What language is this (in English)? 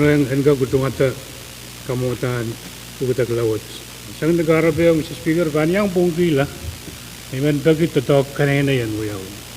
Pohnpeian